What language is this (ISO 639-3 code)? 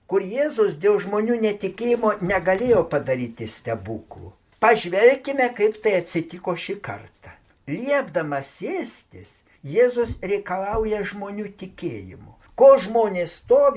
lit